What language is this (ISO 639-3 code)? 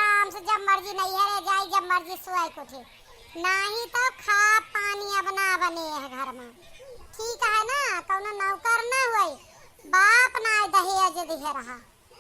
awa